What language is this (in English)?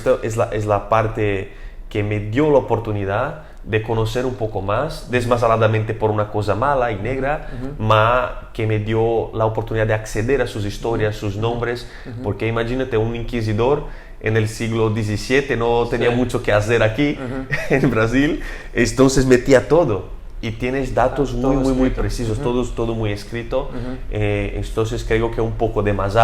Ladino